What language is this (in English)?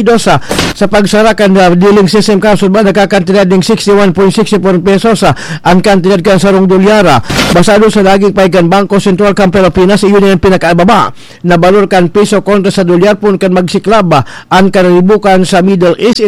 Bikol